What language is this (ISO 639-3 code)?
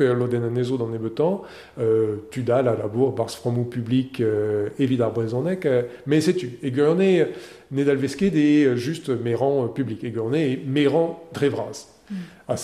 bre